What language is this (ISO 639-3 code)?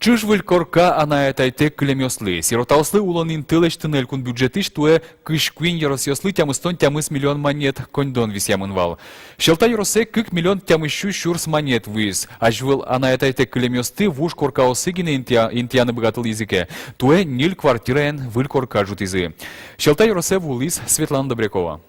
udm